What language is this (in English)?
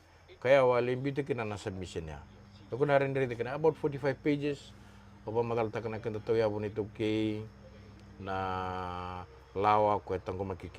Fijian